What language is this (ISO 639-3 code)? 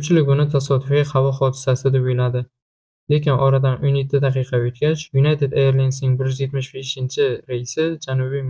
uzb